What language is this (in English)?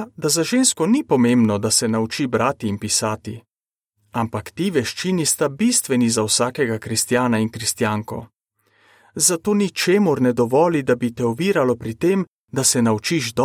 Slovenian